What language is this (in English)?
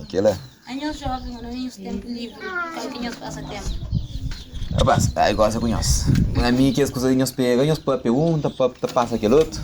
Kabuverdianu